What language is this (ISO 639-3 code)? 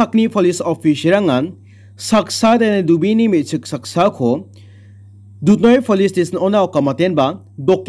grt